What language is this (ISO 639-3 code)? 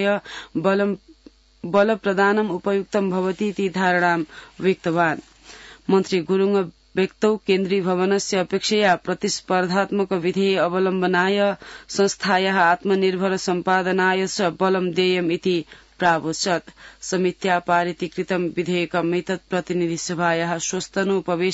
san